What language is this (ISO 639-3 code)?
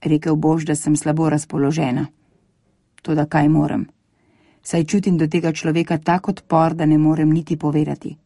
slv